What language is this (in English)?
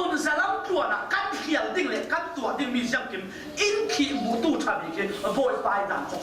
Falam Chin